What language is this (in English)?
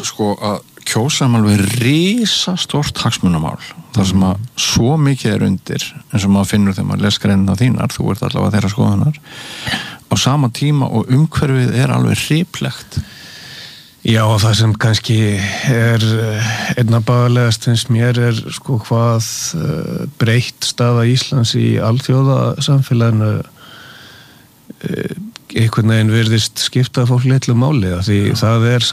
Icelandic